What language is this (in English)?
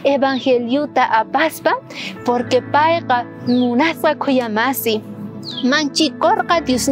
South Bolivian Quechua